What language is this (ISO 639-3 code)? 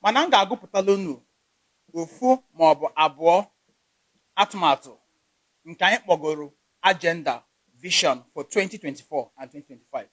ibo